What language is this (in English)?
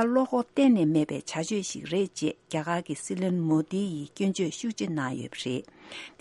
Tibetan